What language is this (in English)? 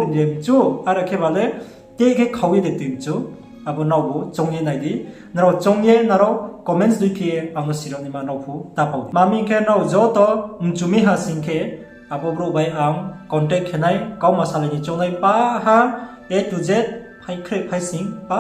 Riang (India)